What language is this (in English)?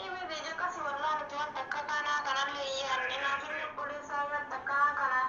Oromo